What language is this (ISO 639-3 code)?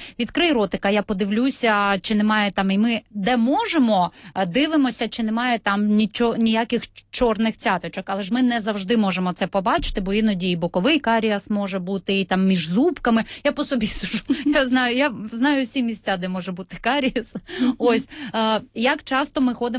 ukr